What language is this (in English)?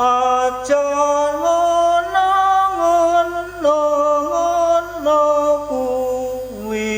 Javanese